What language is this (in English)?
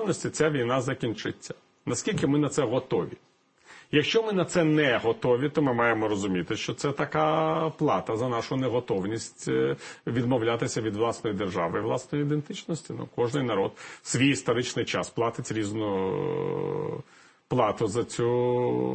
Ukrainian